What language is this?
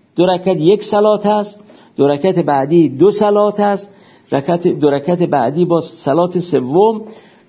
Persian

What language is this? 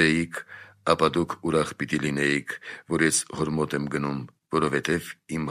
Armenian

